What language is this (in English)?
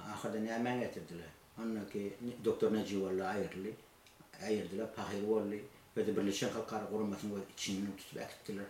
Turkmen